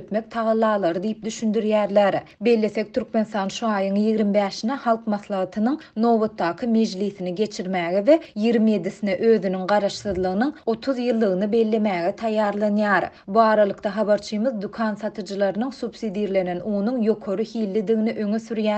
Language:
Turkmen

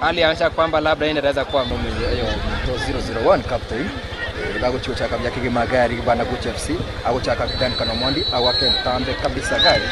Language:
Gusii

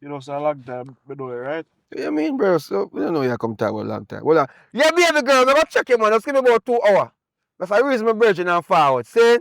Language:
Jamaican Creole English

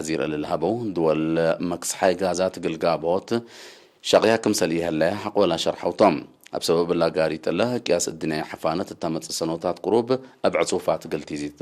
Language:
Tigre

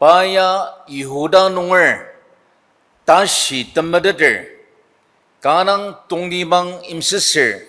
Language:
Ao Naga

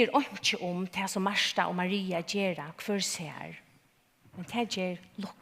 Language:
Faroese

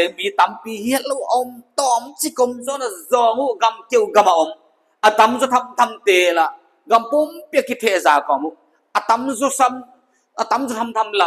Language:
Paite Chin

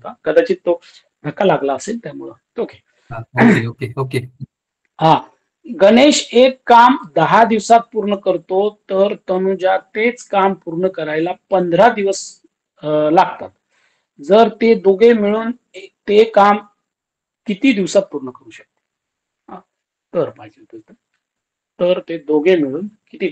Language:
Marathi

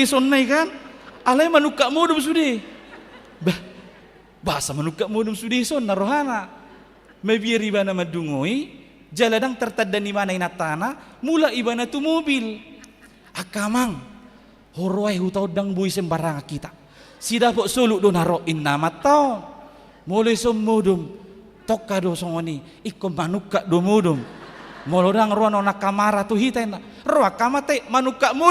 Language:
Batak Toba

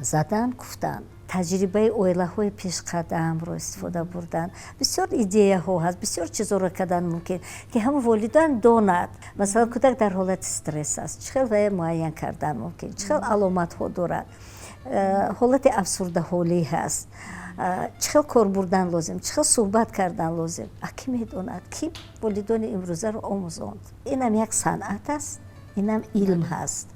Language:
Tajik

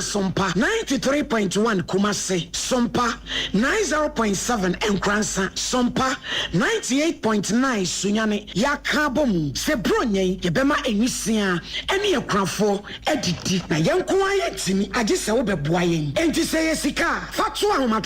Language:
Akan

